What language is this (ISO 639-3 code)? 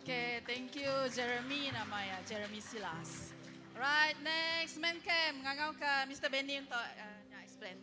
iba